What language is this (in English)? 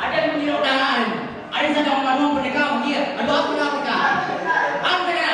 Minangkabau